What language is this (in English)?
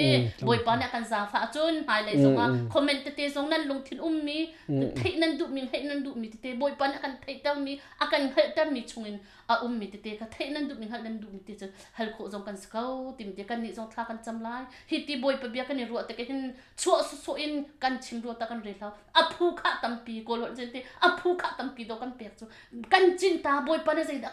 Hakha Chin